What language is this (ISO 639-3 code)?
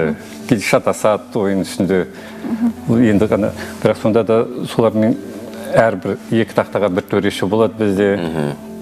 kaz